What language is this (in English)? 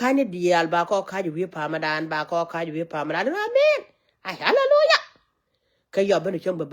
Nuer